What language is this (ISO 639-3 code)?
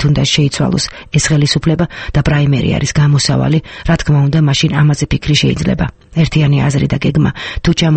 kat